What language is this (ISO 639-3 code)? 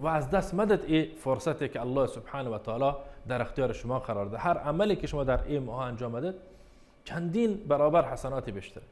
bal